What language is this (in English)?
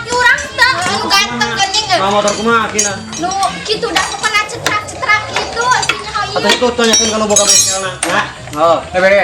Minangkabau